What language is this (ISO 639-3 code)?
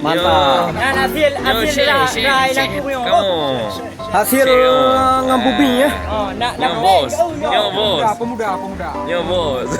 ace